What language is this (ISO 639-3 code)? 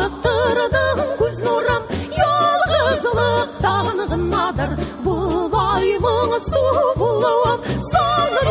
tat